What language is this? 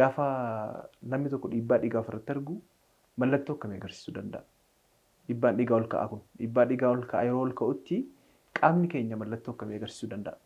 Oromo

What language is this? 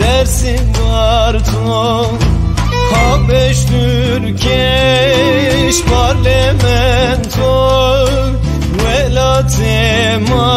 Zaza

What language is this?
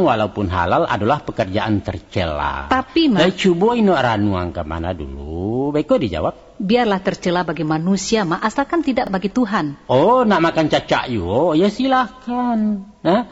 Minangkabau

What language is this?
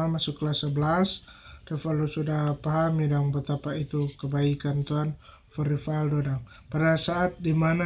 Manado Malay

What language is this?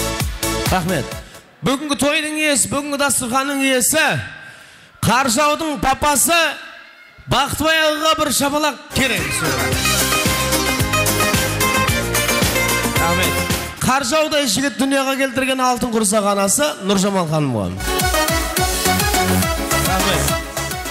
Kara-Kalpak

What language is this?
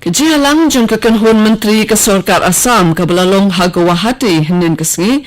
Khasi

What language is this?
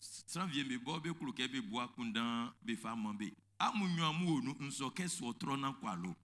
Baoulé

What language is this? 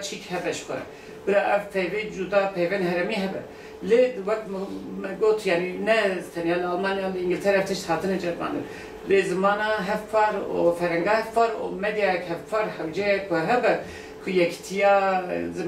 Kurdish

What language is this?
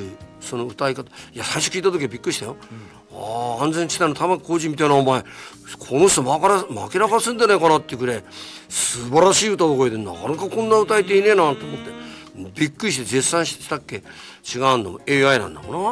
Japanese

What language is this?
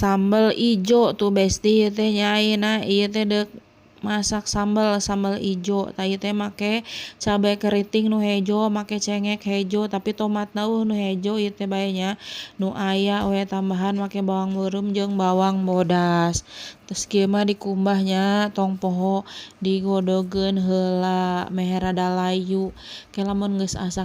Sundanese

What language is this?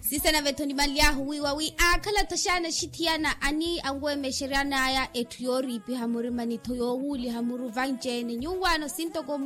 Makhuwa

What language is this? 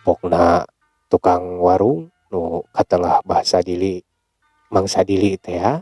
Sundanese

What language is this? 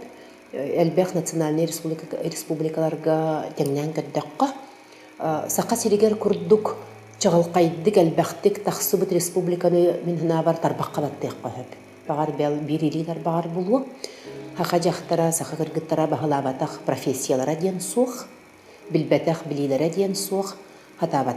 Yakut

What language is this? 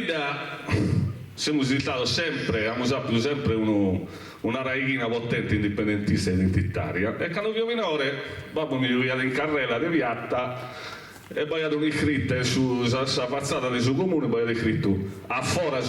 Sardinian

